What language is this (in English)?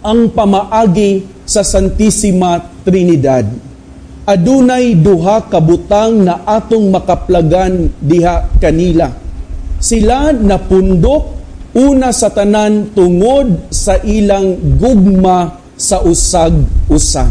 Cebuano